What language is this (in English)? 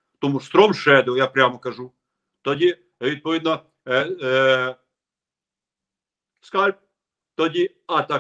Ukrainian